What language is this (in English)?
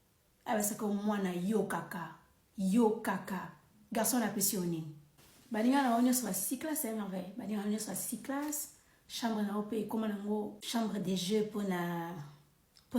Lingala